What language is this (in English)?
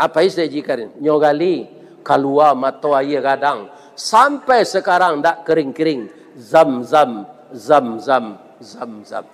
Minangkabau